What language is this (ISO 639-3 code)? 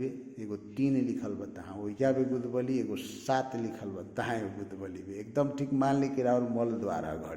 bho